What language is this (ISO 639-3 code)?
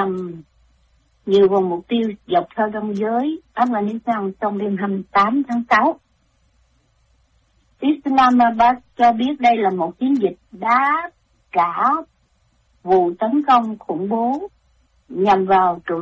vie